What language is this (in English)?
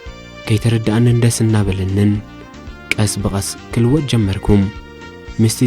Tigrinya